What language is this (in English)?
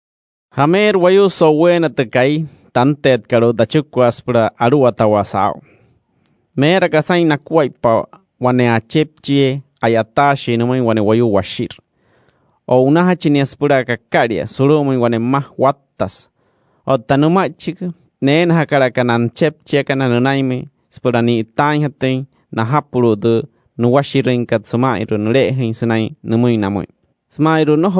Wayuu